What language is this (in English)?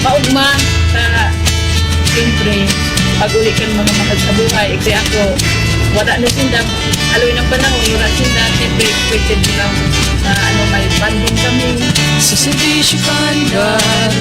Bikol